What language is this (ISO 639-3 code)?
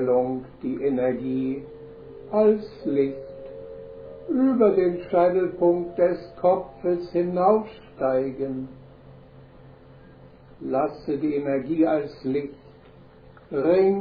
deu